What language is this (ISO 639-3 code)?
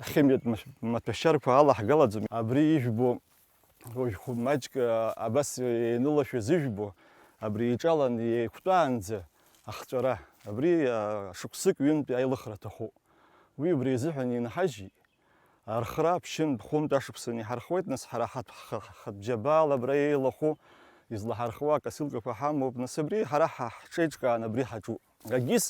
abk